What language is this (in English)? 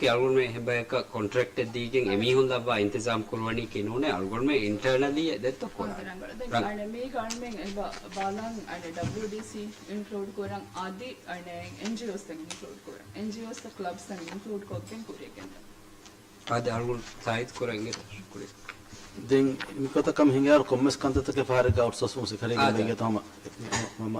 Divehi